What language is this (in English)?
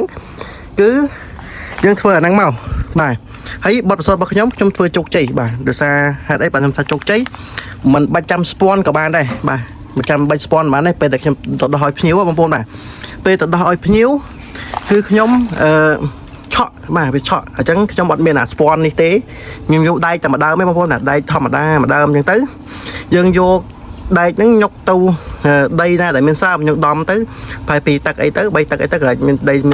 Khmer